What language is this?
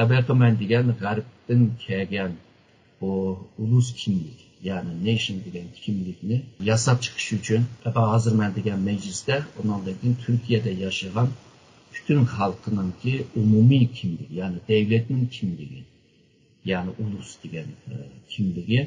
Uyghur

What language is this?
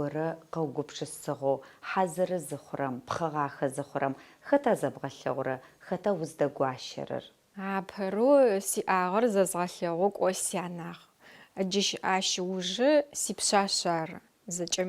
Adyghe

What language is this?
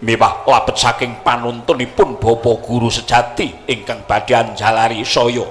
Javanese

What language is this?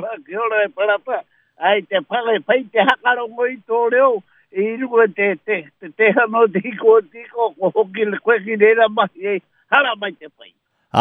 Māori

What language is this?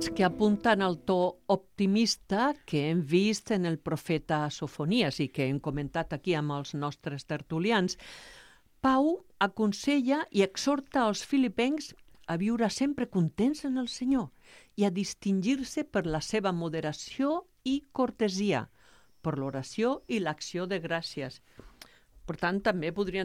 Catalan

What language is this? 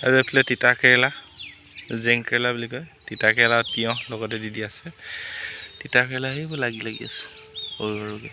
Assamese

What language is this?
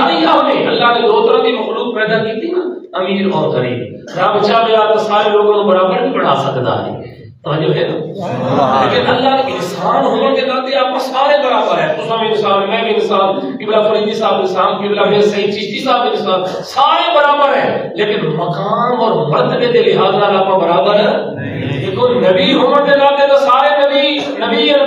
Saraiki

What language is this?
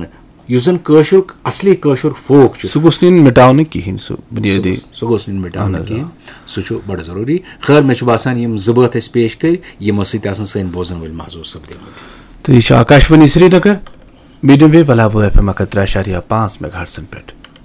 Kashmiri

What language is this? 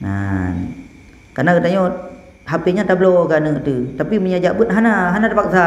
Achinese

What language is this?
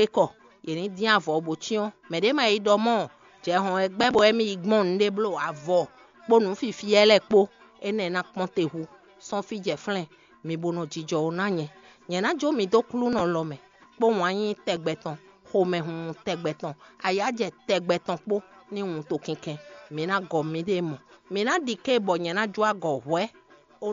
Fon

